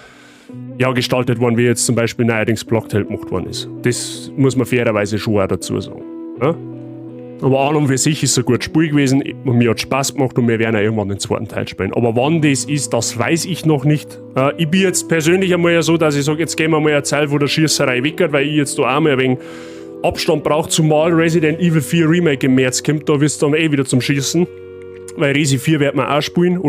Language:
Bavarian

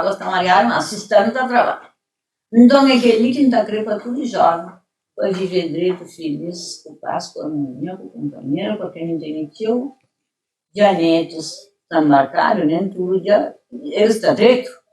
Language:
Kabuverdianu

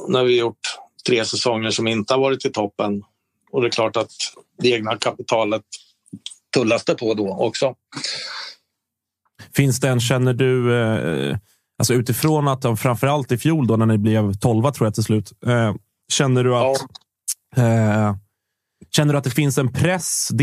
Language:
Swedish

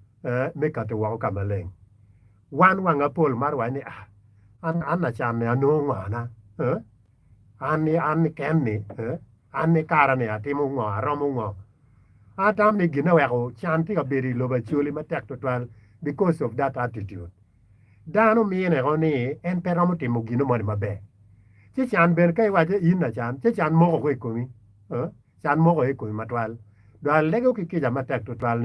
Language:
Acoli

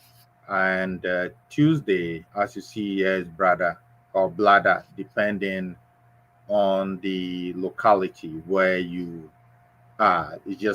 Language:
Ewe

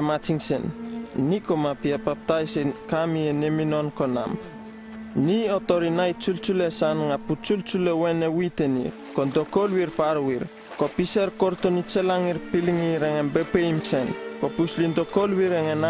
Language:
Uripiv-Wala-Rano-Atchin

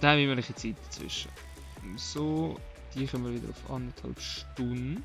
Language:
Swiss German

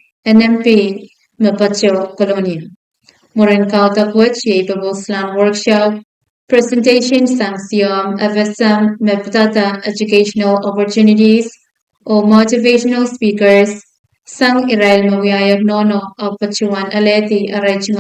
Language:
Pohnpeian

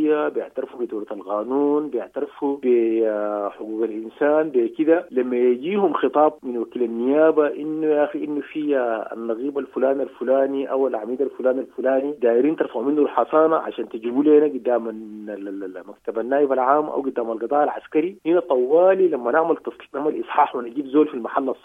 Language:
Sudanese Arabic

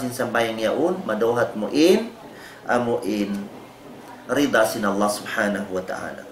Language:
Tausug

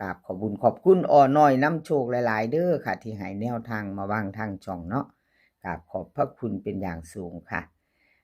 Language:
Northeastern Thai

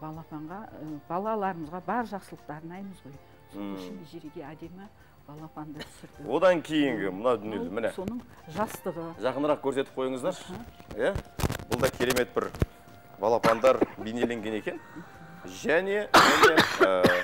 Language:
Kazakh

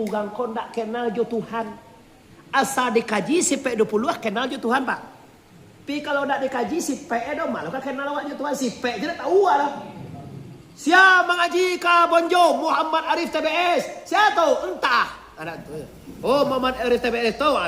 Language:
Minangkabau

